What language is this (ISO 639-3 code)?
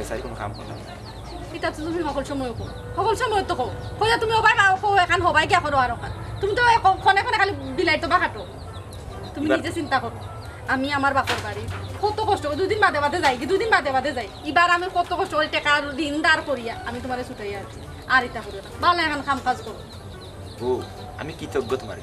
syl